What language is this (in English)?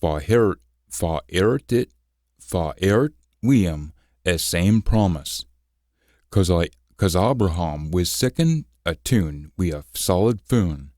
Scots